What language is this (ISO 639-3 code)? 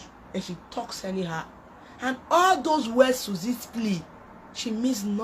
pcm